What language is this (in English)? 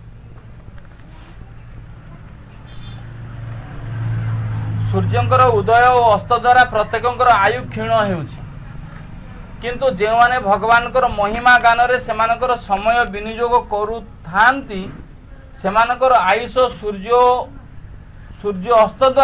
Odia